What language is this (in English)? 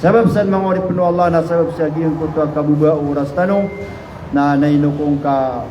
Maranao